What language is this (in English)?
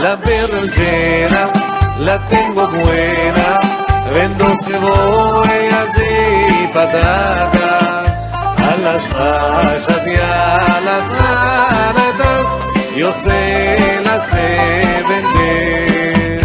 Ladino